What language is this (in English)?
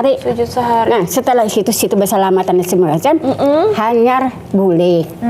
Banjar